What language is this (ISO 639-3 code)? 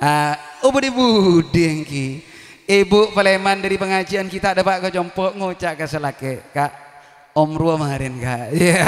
mad